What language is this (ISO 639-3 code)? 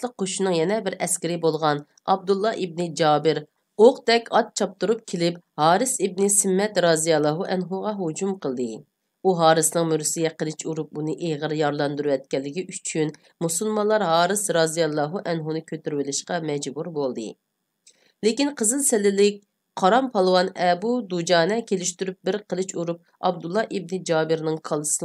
uig